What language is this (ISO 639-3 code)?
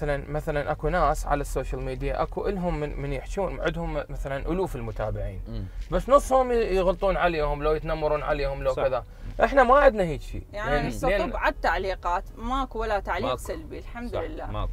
acm